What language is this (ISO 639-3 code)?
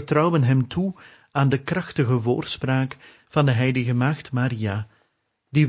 nld